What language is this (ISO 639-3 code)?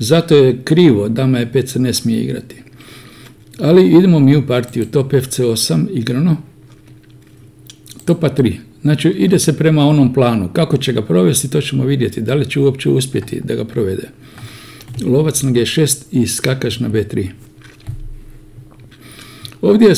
hrv